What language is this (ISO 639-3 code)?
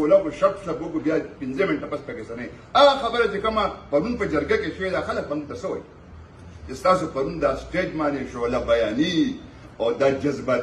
pus